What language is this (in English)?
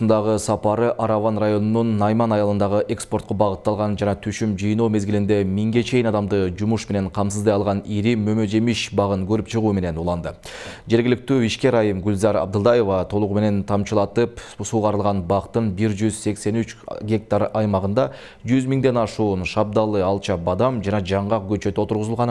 Kyrgyz